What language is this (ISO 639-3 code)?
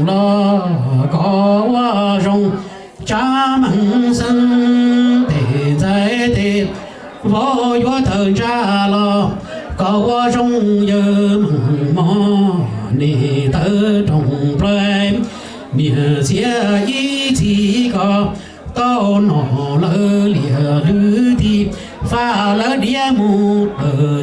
hmn